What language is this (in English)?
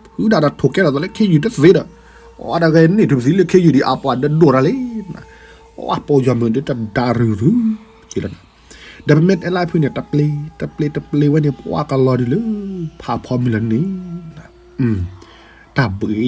S'gaw Karen